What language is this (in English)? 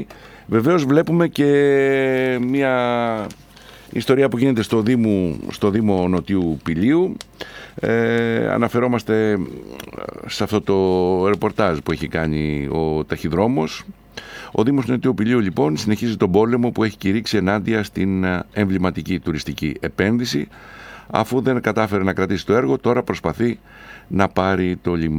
Greek